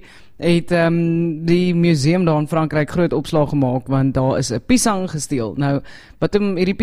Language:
Afrikaans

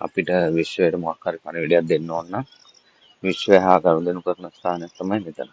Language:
Sinhala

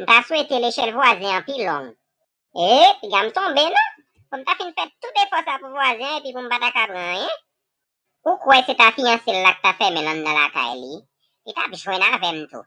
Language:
Haitian Creole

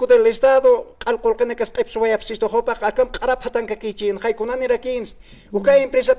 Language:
Aymara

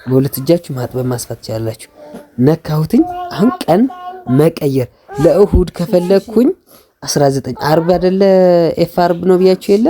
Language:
Amharic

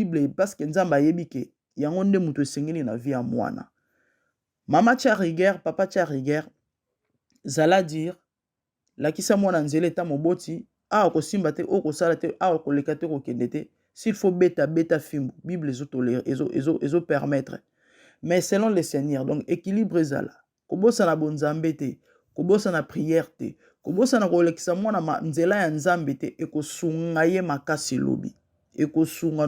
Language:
Lingala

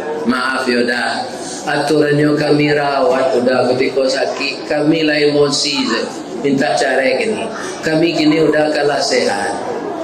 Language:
Minangkabau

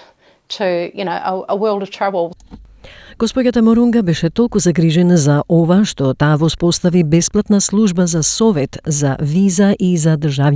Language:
Macedonian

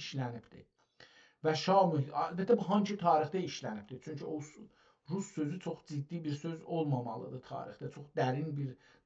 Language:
South Azerbaijani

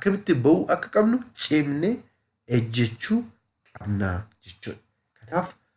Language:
Oromo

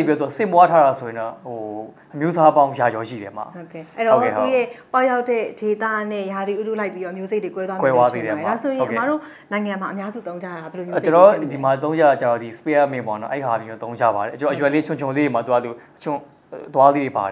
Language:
Burmese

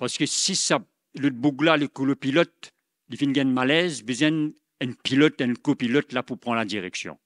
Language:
Morisyen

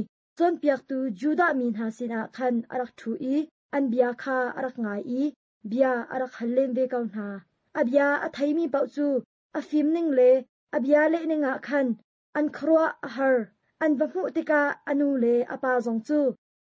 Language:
Hakha Chin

